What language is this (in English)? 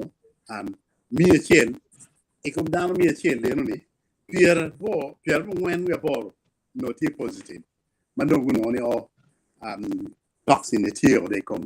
Acoli